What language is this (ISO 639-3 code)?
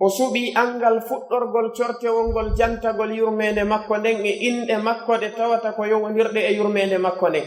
fuf